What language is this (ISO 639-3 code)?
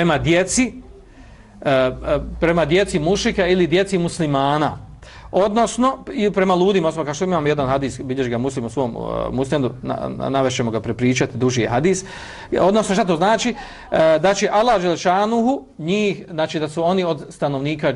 bos